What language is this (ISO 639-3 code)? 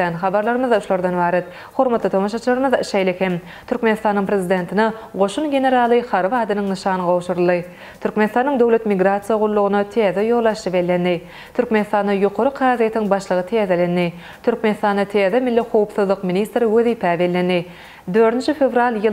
tuk